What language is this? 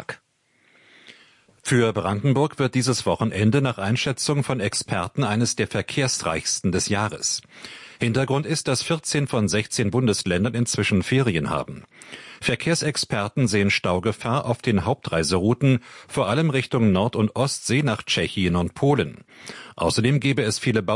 German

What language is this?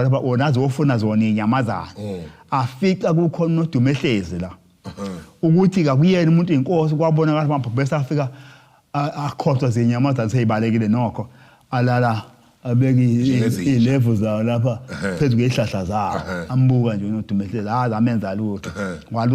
Zulu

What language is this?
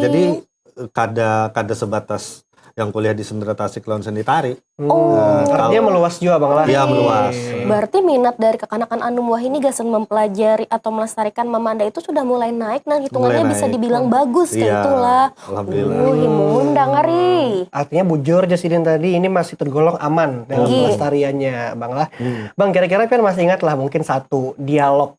Banjar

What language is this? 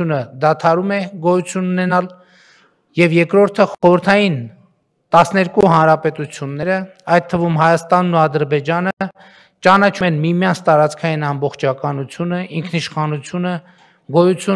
Armenian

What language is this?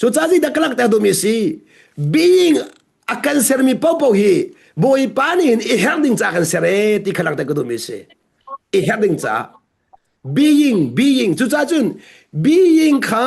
Hakha Chin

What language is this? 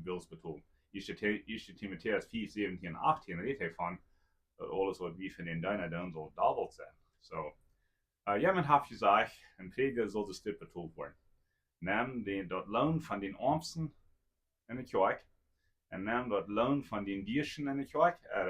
Plautdietsch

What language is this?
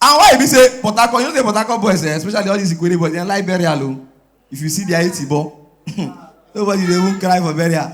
Nigerian Pidgin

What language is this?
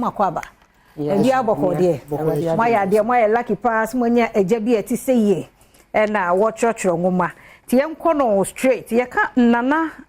Akan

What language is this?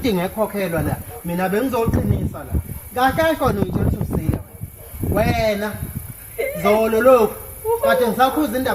Zulu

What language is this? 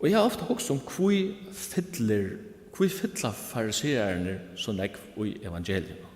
Faroese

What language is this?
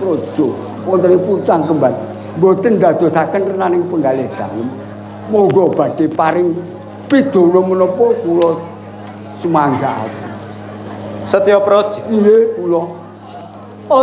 Javanese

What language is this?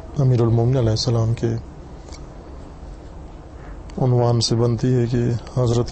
Urdu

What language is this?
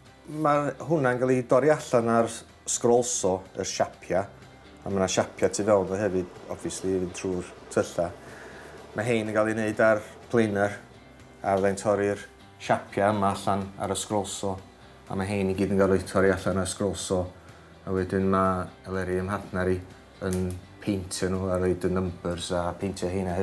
Welsh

